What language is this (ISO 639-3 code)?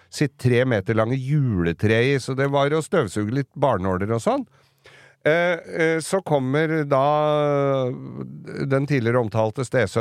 nor